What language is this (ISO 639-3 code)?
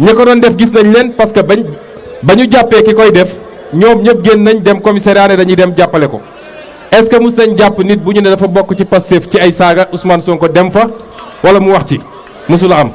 wol